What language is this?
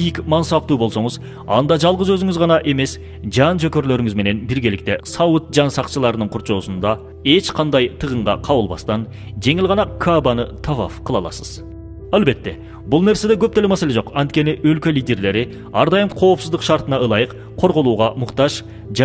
Kyrgyz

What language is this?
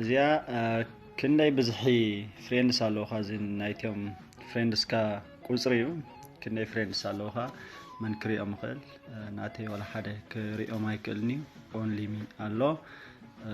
Tigrinya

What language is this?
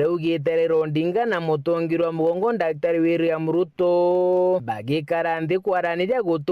Meru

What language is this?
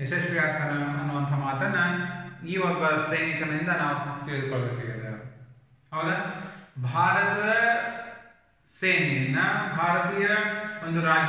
Kannada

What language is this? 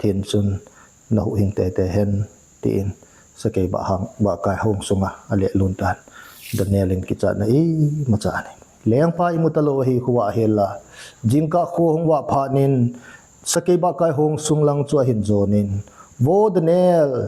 Thado Chin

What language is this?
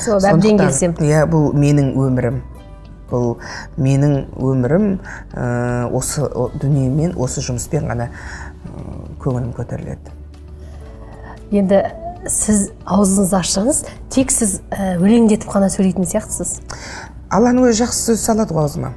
Kazakh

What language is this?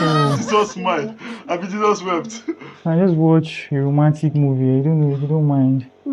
Nigerian Pidgin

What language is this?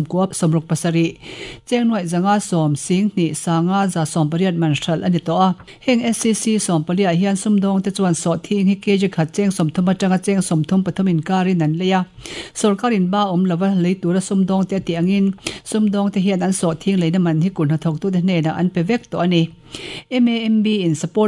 Mizo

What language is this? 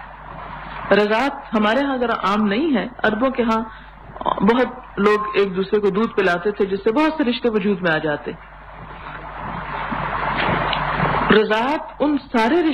Urdu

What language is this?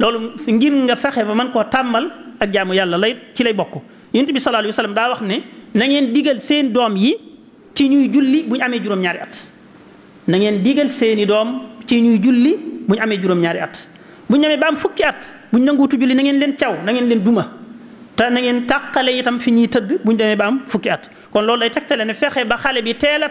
Wolof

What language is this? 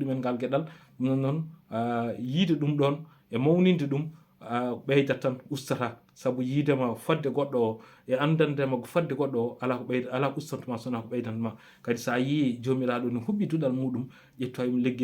Fula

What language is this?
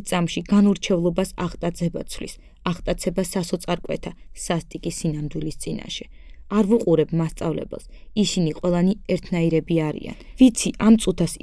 Georgian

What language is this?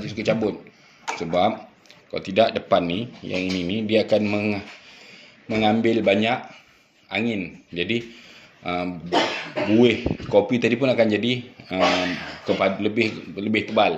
Malay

